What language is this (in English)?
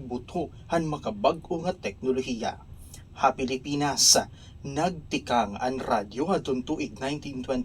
Waray